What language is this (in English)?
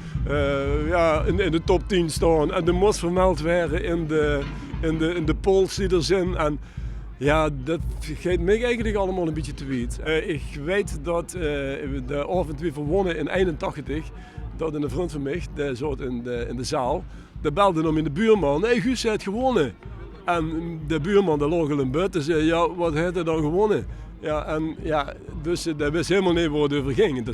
Limburgish